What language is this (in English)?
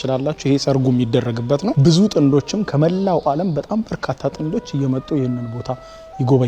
Amharic